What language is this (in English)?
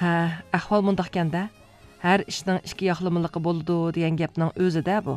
Uyghur